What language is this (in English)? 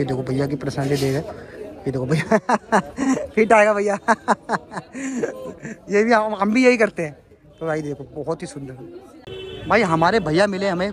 Hindi